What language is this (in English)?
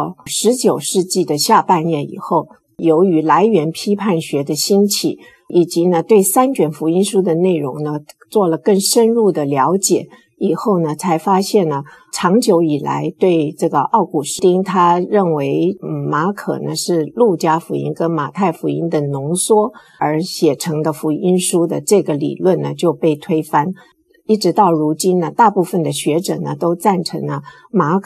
Chinese